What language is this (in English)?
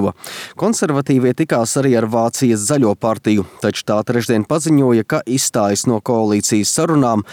Latvian